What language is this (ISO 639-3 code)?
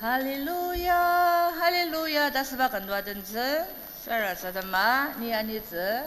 njo